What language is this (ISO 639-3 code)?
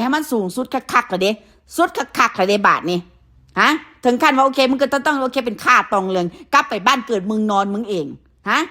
tts